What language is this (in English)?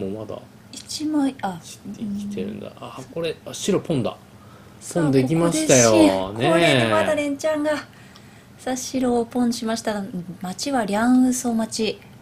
Japanese